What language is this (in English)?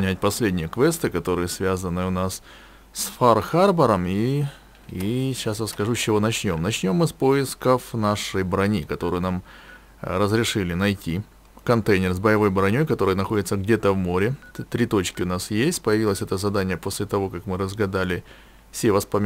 Russian